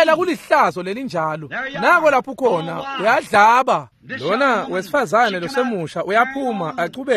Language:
Swati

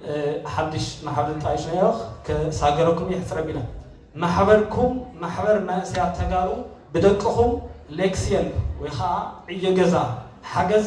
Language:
Tigrinya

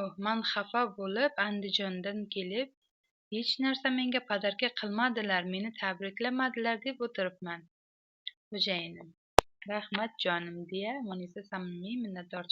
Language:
Uzbek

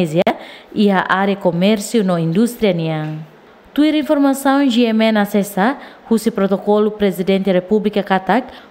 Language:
Tetum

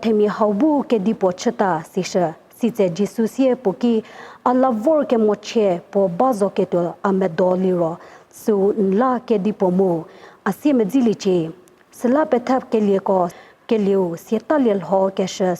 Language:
Angami Naga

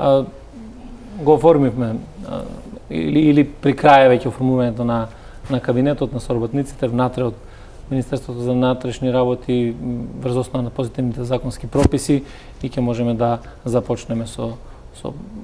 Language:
Macedonian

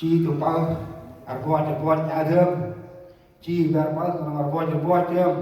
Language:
Central Mnong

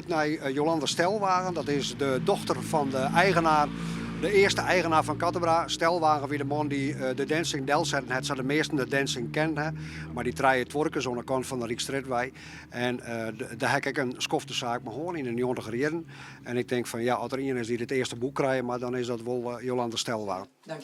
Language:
Western Frisian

